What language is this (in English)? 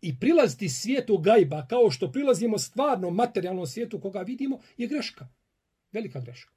Bosnian